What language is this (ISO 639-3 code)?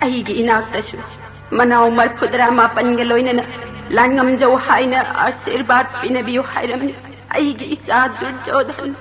mni